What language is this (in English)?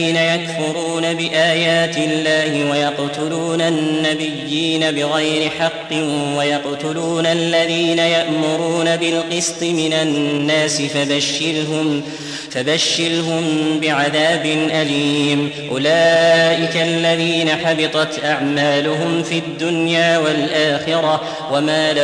Arabic